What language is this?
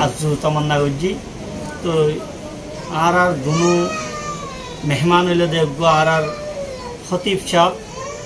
Rohingya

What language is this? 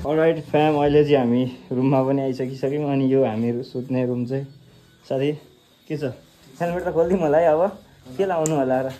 Nepali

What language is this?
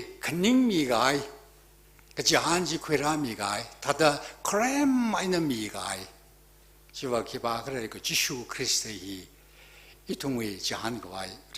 Tangkhul Naga (India)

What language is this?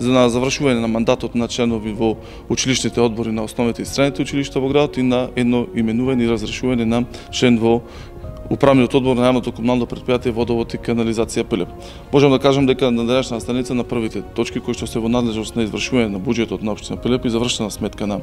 Macedonian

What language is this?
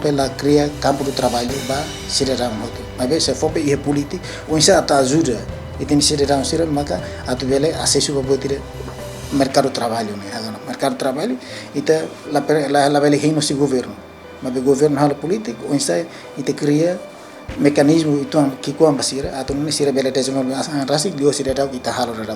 Tetum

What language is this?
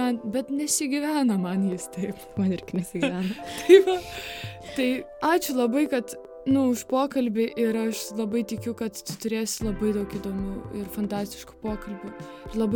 Lithuanian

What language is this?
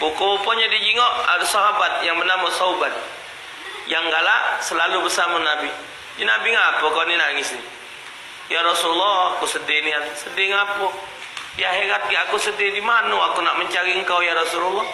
Musi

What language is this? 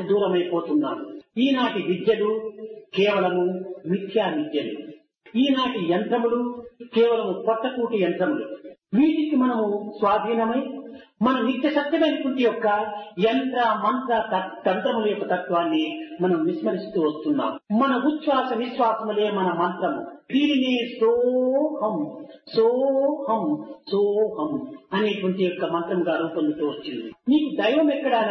Telugu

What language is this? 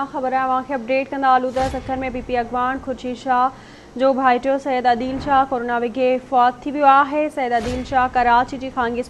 Sindhi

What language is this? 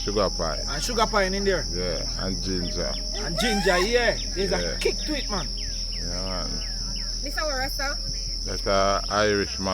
Jamaican Creole English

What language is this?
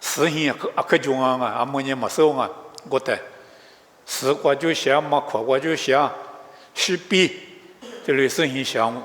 Lisu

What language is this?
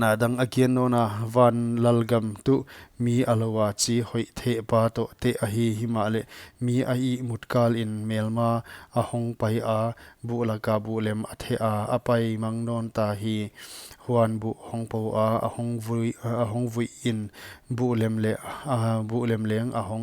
Paite Chin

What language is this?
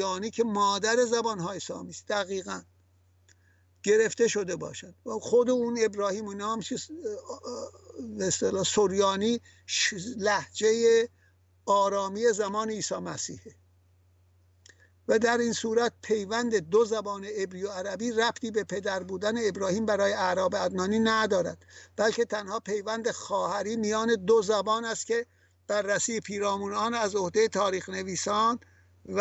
Persian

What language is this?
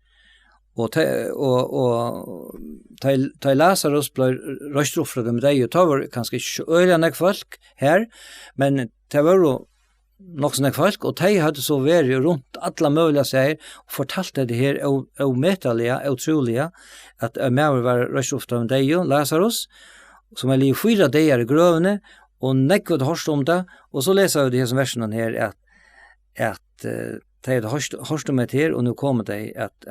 Faroese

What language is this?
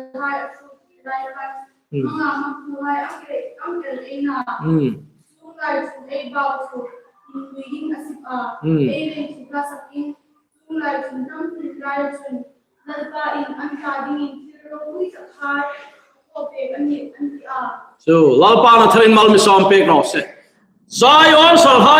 Hmar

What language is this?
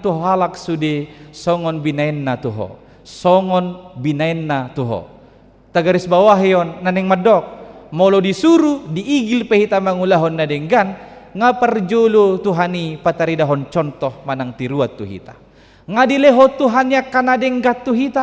Batak Toba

